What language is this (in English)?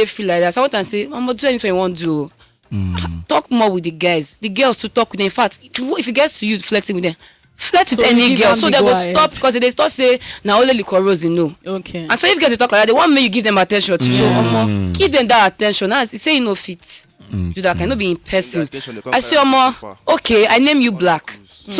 Nigerian Pidgin